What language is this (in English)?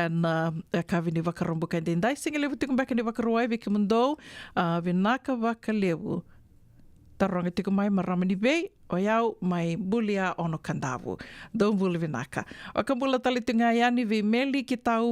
Fijian